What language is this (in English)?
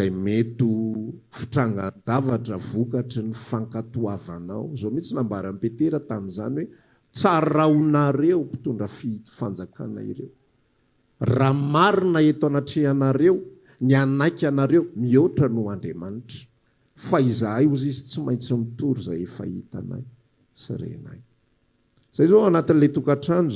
Malagasy